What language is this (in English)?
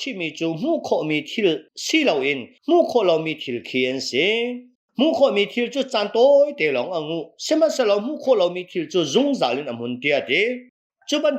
Hakha Chin